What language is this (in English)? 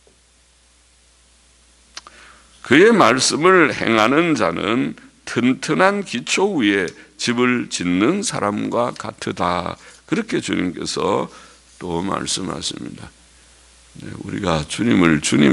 Korean